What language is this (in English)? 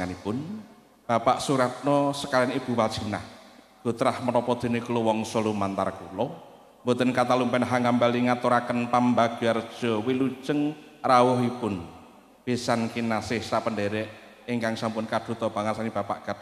Javanese